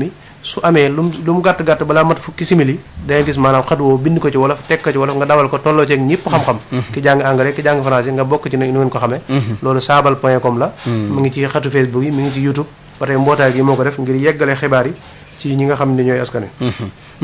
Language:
Wolof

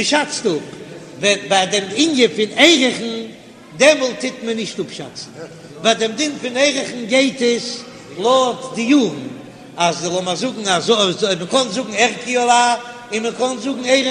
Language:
Yiddish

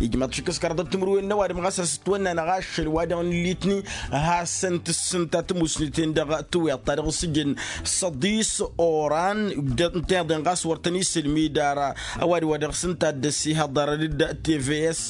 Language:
Tamasheq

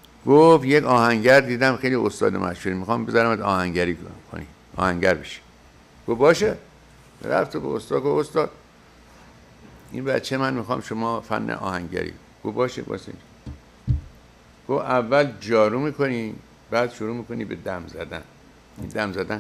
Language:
Persian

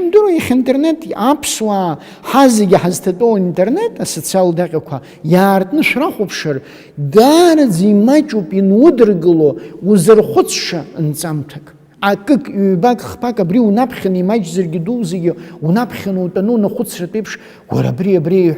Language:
Abkhazian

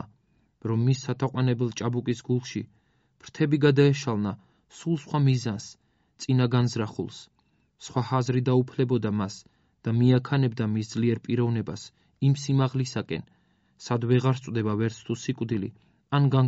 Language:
Georgian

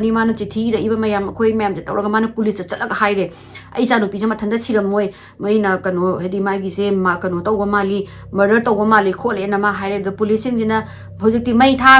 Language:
Manipuri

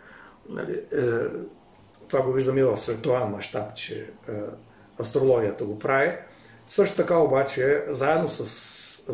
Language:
Bulgarian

